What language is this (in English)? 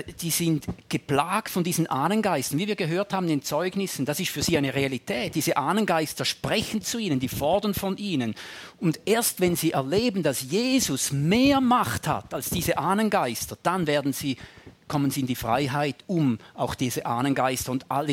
German